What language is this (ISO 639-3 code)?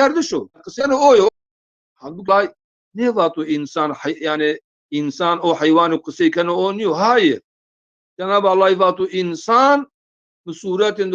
zza